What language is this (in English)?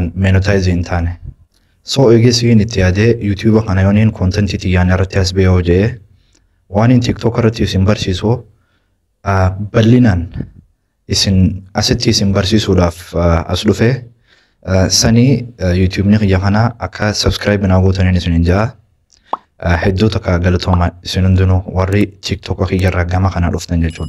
Oromo